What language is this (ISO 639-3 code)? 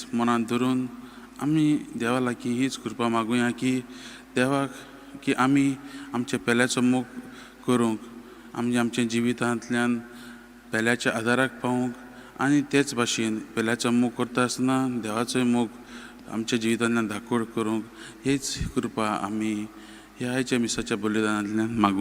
kok